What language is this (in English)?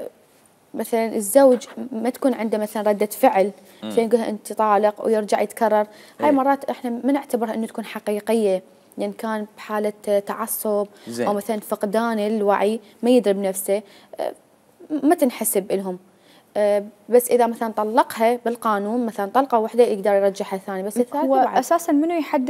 Mesopotamian Arabic